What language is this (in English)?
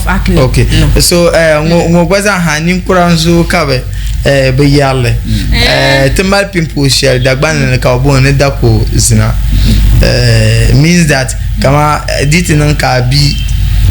Dagbani